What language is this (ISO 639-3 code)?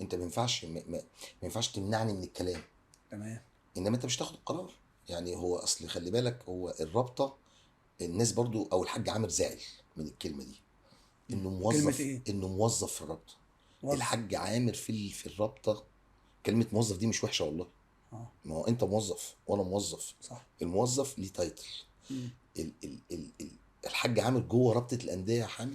arz